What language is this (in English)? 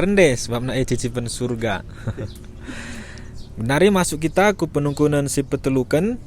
Batak Karo